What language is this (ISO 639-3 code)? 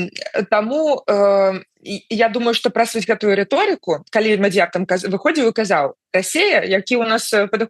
bel